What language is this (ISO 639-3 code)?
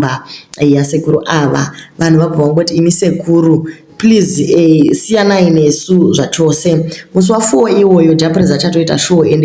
sna